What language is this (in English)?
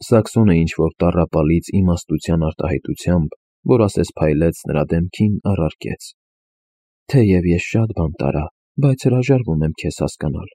Armenian